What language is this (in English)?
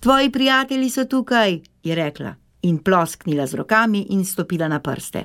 Slovenian